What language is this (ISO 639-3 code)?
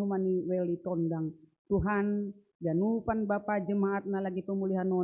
bts